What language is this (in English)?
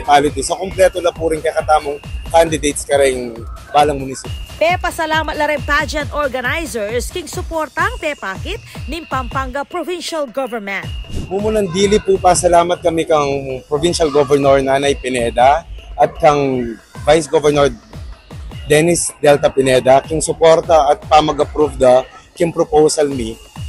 Pampanga